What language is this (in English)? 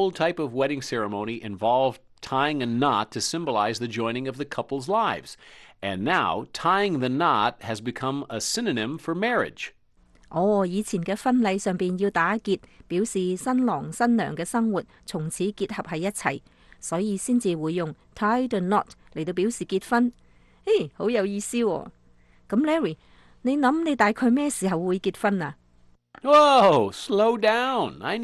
Cantonese